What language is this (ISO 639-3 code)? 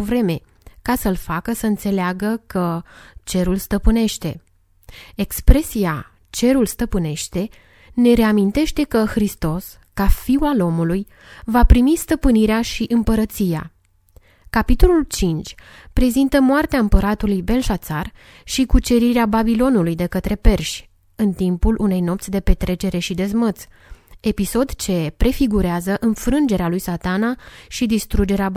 ron